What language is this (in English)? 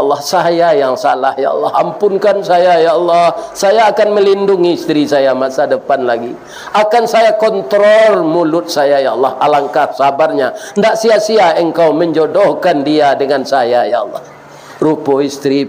Minangkabau